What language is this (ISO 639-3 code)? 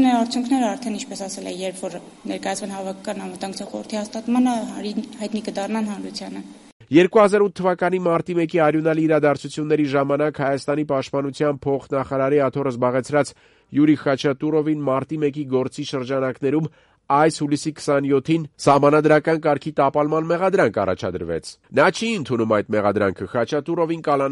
hye